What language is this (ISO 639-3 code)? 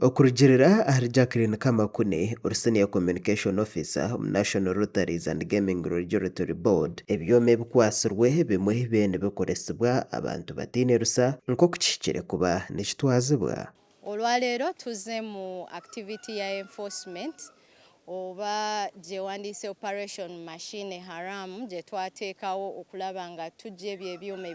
nyn